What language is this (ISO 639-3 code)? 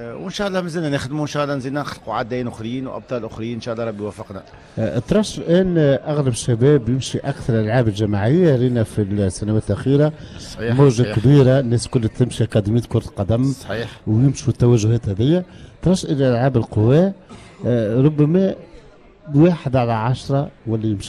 aeb